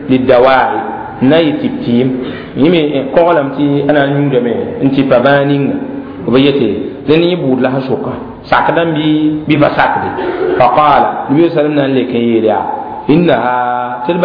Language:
Mossi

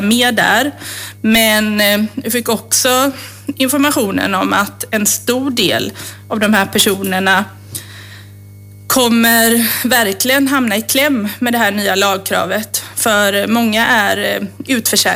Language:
Swedish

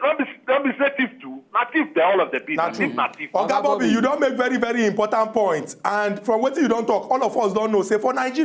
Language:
Nigerian Pidgin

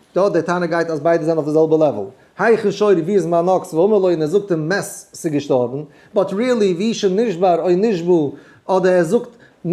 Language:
Yiddish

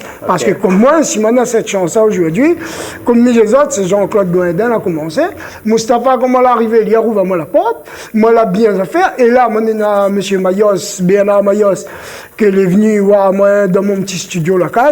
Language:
Réunion Creole French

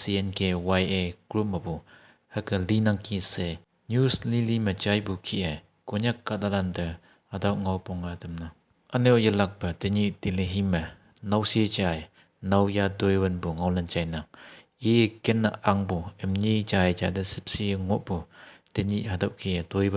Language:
Konyak Naga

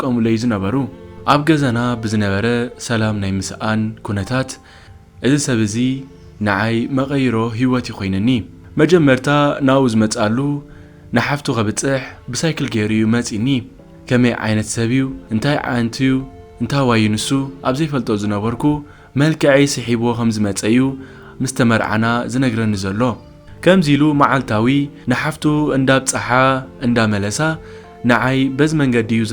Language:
Tigrinya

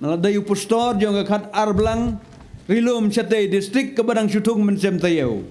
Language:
Khasi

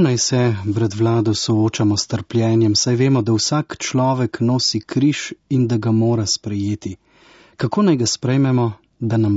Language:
Slovenian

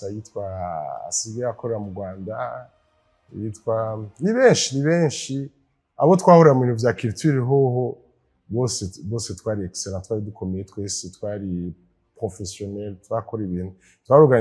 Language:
Rundi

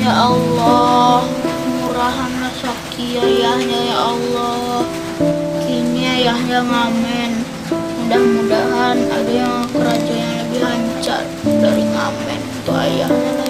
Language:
Minangkabau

